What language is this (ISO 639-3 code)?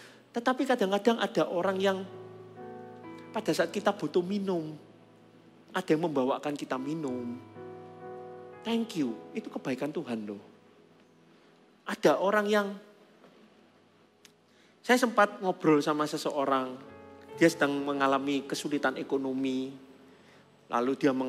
ind